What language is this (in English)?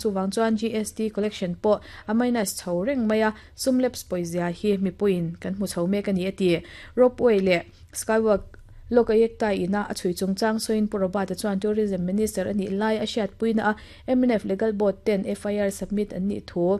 Mizo